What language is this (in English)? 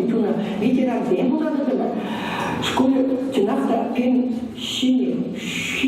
Chuvash